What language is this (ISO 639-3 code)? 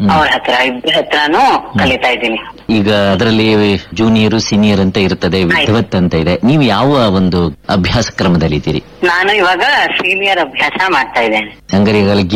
kan